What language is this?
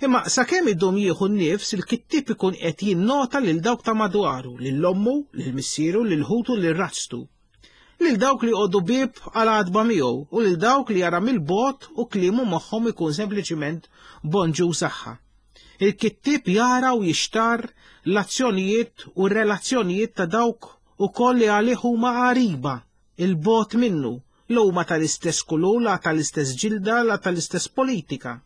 Maltese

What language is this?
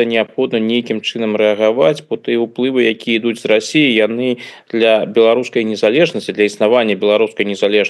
Belarusian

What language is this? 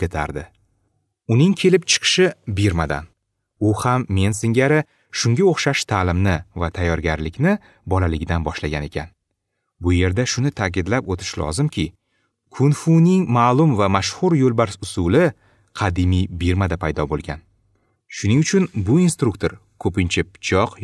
Uzbek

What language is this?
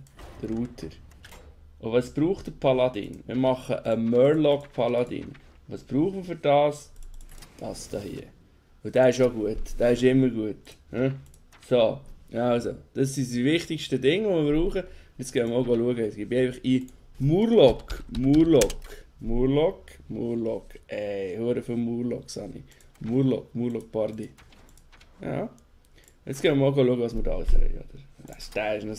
Swiss German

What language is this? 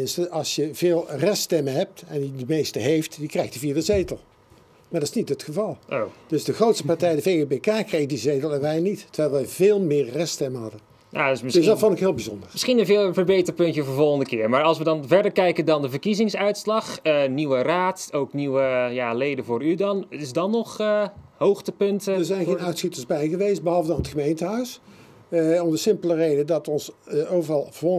Dutch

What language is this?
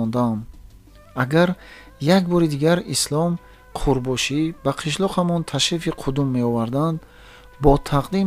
Tajik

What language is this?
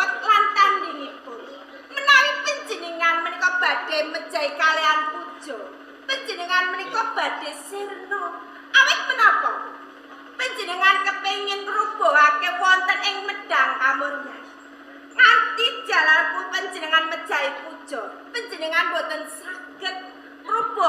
Javanese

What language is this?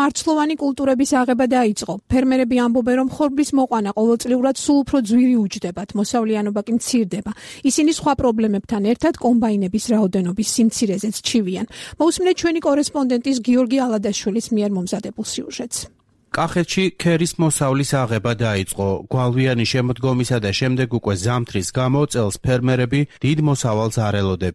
Georgian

